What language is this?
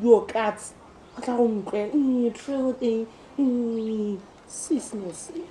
Tswana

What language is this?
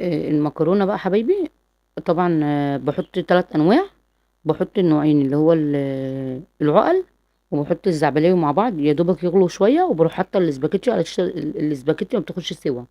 Egyptian Arabic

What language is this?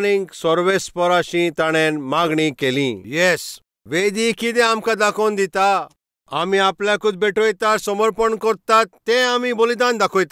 Konkani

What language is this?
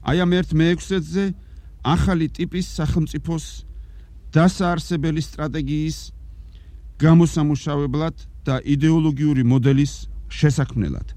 Georgian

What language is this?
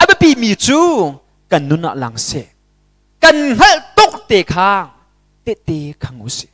Hakha Chin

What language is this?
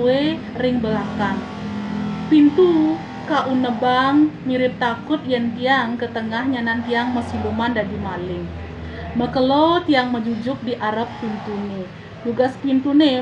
Balinese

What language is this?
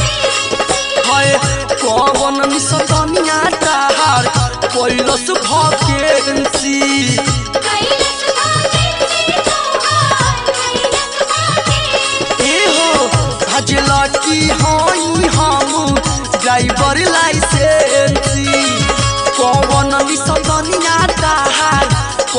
Bhojpuri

